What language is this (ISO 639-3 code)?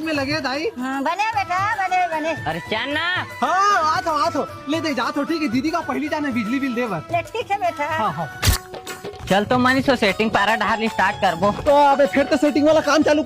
hne